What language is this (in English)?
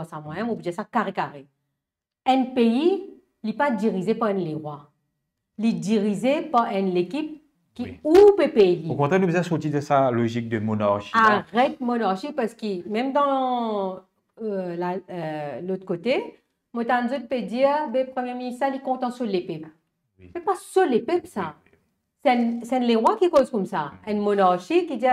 Morisyen